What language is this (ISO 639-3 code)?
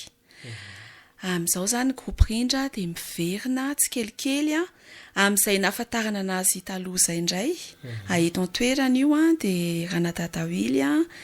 mlg